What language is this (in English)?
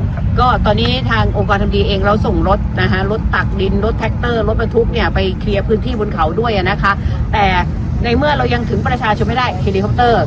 Thai